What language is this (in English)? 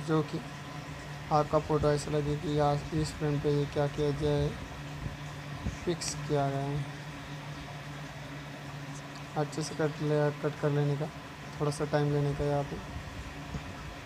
Hindi